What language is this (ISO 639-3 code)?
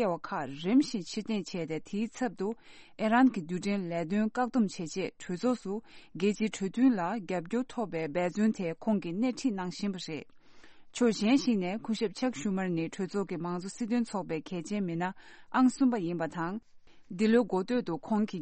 bod